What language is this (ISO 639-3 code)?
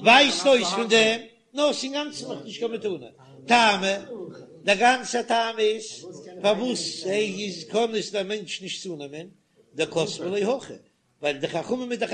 yid